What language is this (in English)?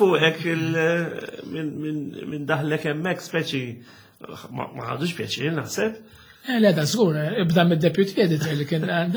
Maltese